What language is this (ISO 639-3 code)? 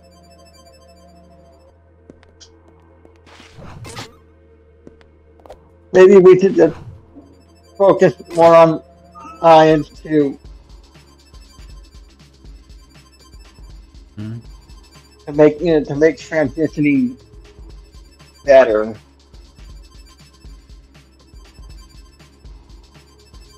eng